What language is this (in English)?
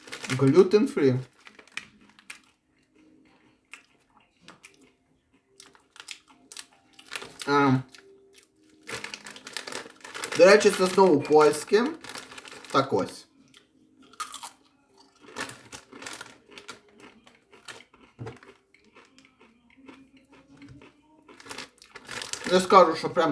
Ukrainian